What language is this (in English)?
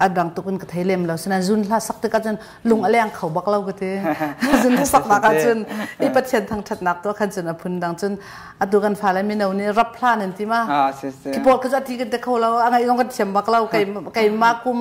Hakha Chin